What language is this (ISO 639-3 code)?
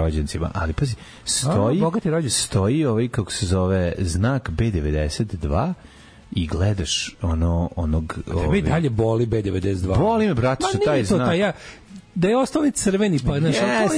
srp